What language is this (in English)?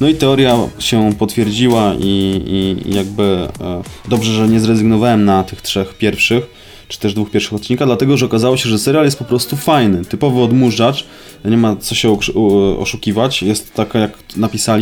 Polish